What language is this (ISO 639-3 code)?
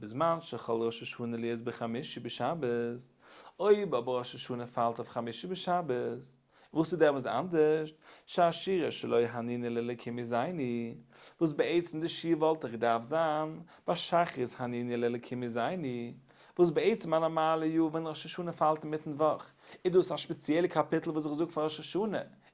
yid